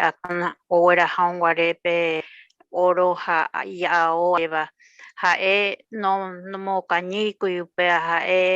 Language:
Guarani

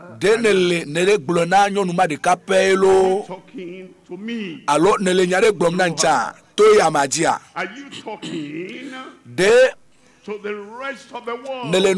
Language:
Ewe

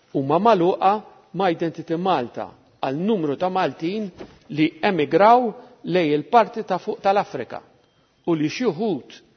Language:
Maltese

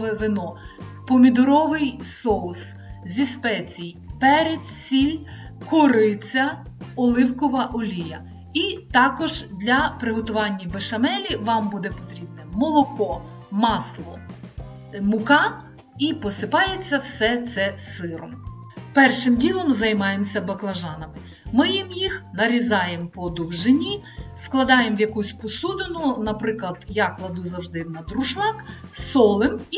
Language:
Ukrainian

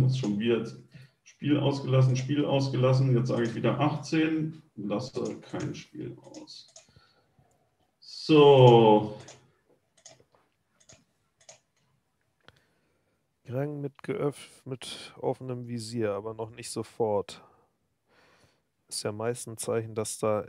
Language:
German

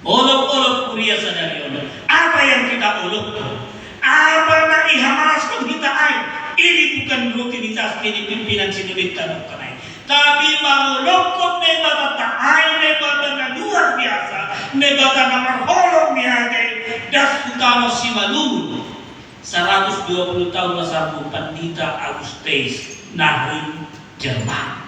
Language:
Batak Simalungun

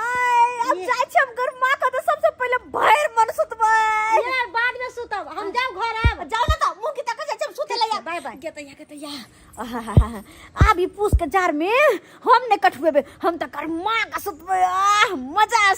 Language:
Maithili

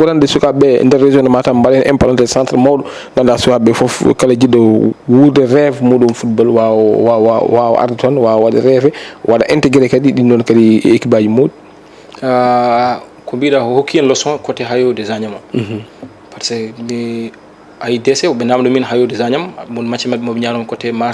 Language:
Fula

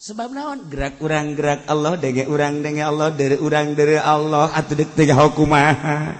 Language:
Sundanese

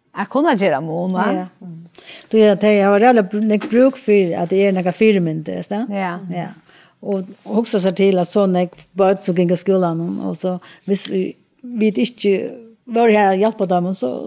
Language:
Faroese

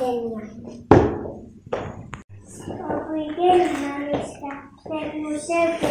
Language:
Slovak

